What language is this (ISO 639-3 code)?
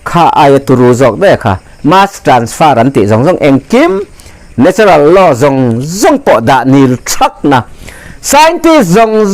lus